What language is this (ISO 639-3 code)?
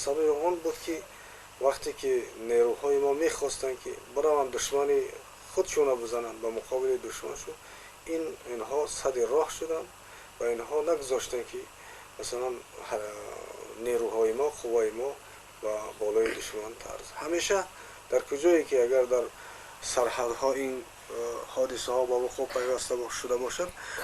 tgk